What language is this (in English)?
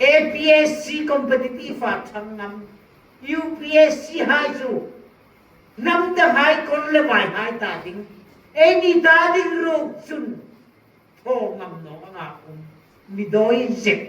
Hmar